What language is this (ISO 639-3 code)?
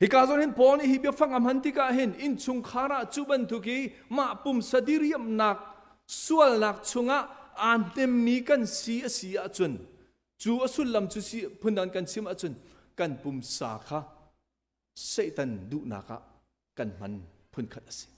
cnh